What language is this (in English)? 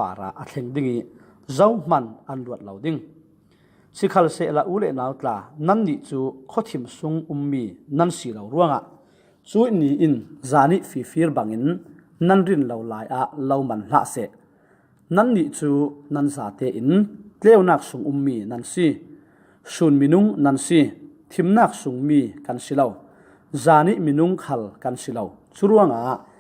Falam Chin